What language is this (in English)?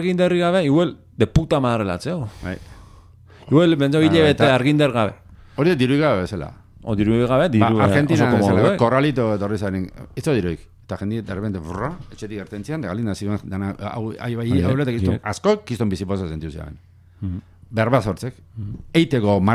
Basque